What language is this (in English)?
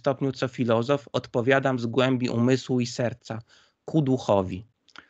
Polish